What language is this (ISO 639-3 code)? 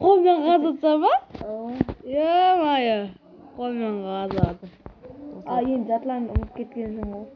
kaa